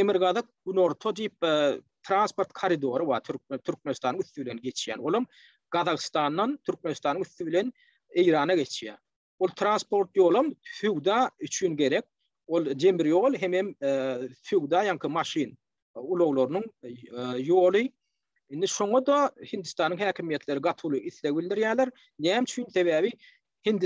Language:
Turkmen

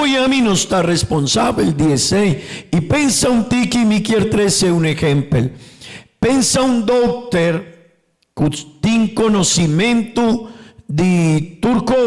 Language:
Papiamento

